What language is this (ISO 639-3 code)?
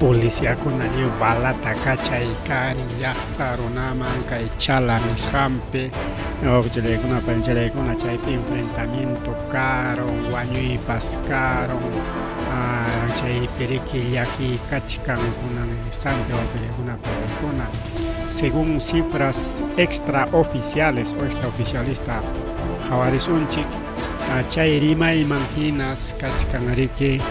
quy